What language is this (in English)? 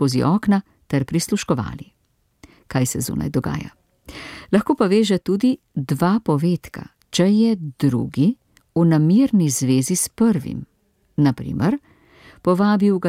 Slovenian